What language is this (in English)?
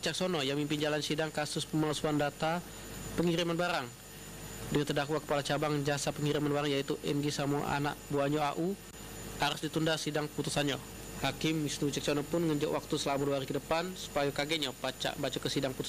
Musi